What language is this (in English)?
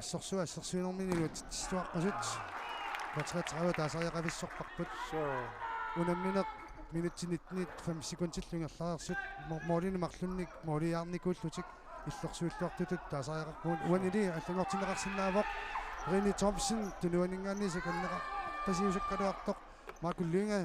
Kalaallisut